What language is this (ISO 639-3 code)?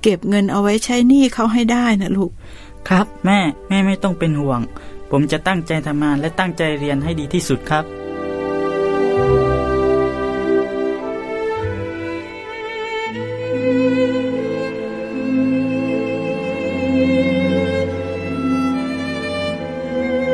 tha